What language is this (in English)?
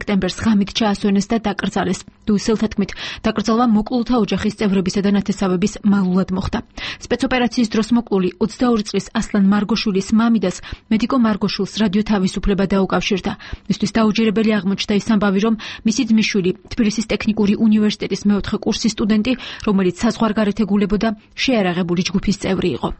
Georgian